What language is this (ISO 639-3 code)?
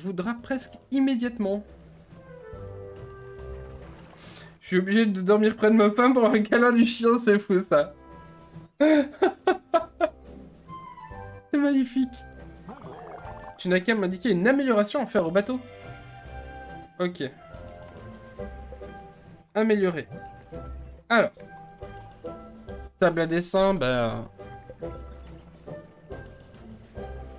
fra